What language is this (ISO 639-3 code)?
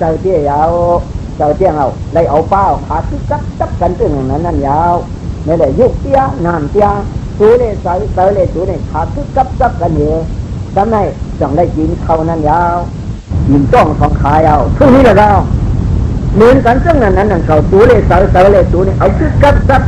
shn